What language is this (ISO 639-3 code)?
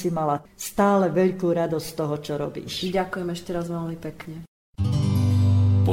slk